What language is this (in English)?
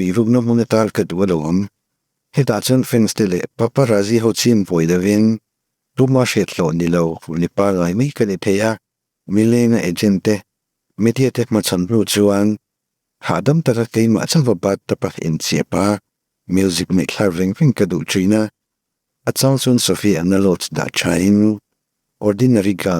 Mizo